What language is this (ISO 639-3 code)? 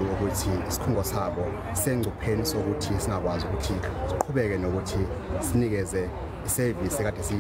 zul